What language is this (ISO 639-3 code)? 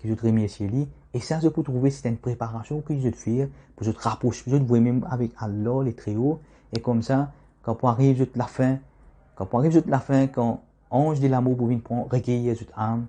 mfe